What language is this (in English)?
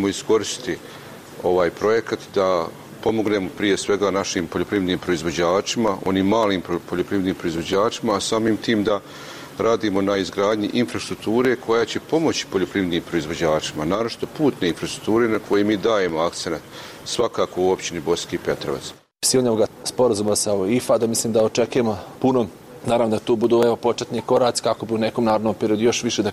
Bosnian